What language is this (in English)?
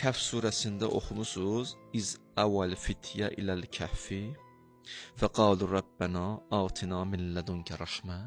Azerbaijani